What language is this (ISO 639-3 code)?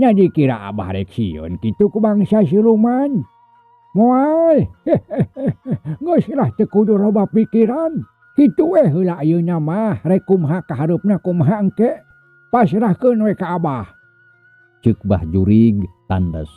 sun